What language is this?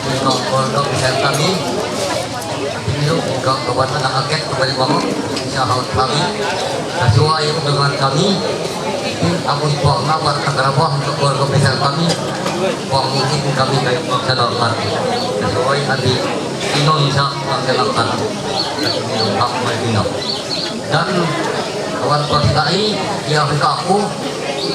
Ma'anyan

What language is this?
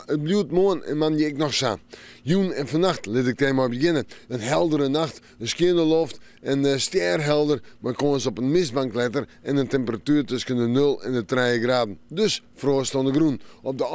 Western Frisian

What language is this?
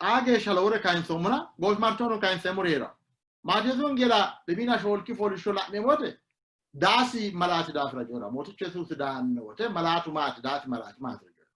Sidamo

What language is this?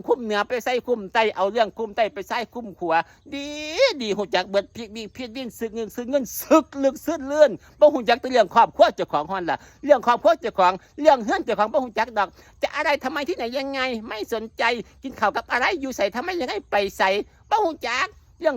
Northeastern Thai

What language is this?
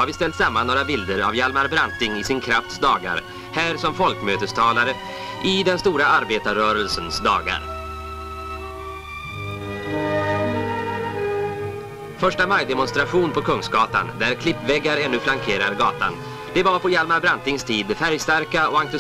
Swedish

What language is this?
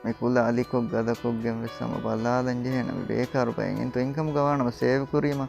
Divehi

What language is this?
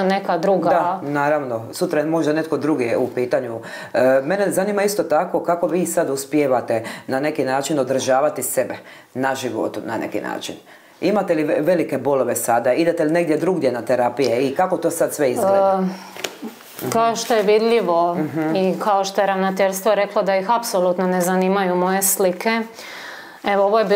Croatian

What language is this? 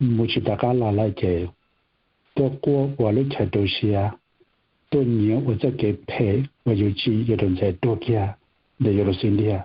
Hmong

